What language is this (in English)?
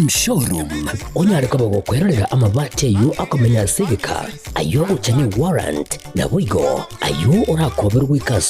Gusii